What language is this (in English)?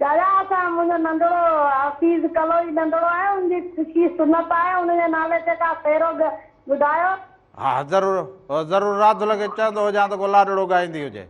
Sindhi